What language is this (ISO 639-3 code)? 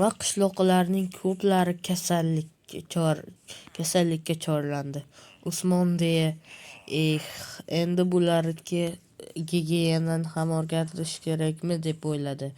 uzb